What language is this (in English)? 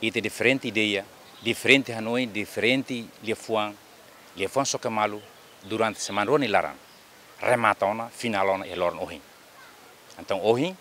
Tetum